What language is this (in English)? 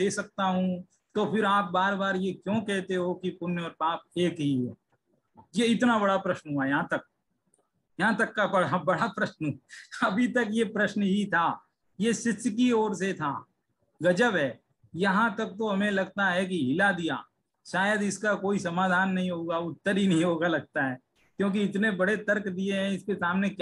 Hindi